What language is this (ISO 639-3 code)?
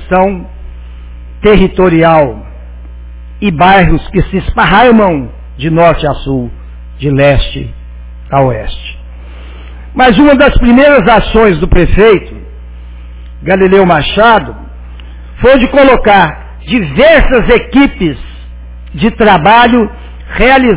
por